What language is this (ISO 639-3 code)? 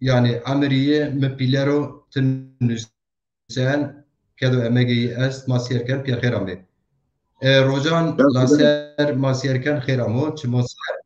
zza